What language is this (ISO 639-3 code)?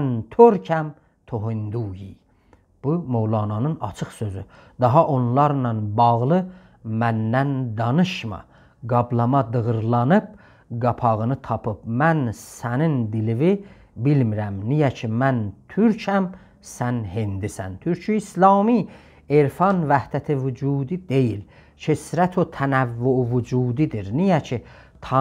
azb